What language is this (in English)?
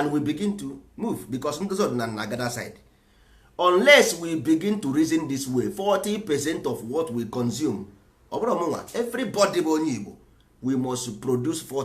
Igbo